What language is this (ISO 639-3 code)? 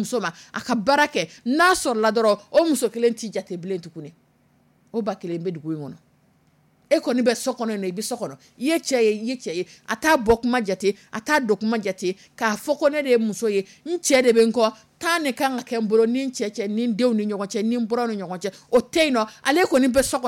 dyu